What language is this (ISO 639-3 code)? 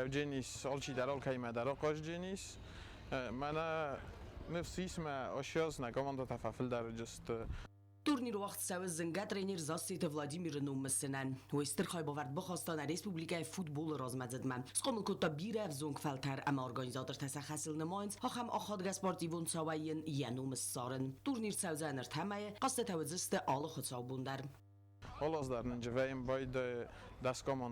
oss